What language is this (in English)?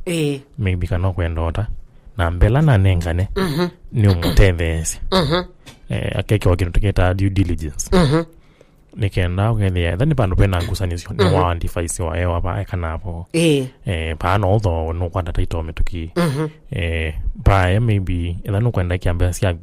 Kamba